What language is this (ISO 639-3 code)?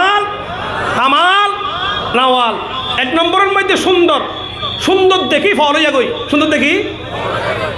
rhg